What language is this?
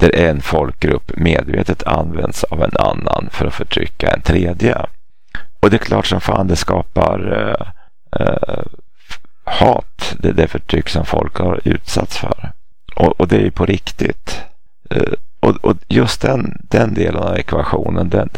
Swedish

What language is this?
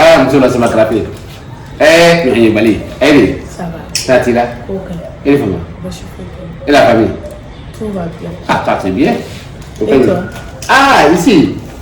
Bambara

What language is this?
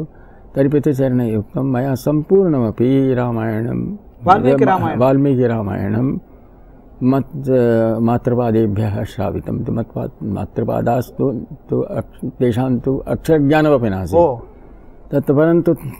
Sanskrit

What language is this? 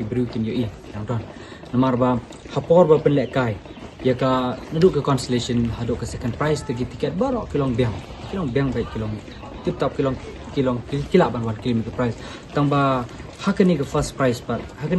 Khasi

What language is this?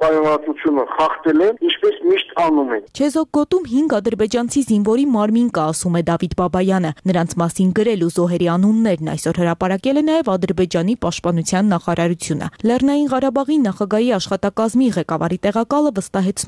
Armenian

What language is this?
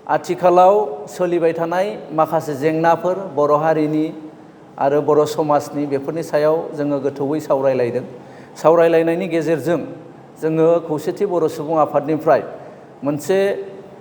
Bodo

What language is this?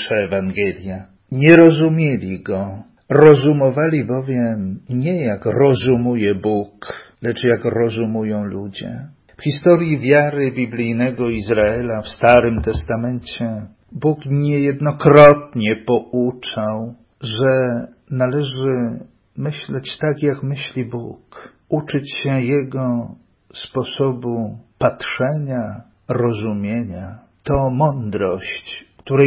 Polish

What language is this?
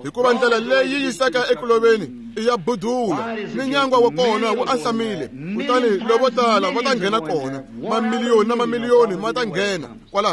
Tsonga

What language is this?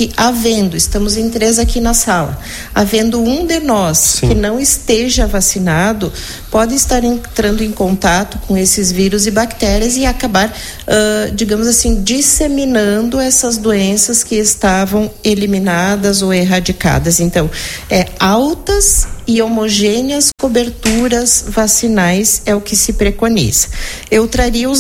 Portuguese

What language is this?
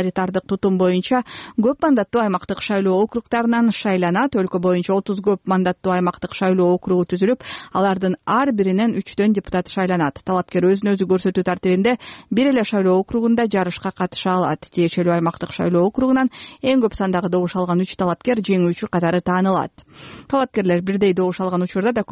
Kyrgyz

